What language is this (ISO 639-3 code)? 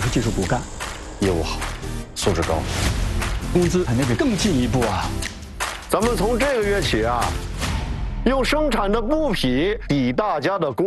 zho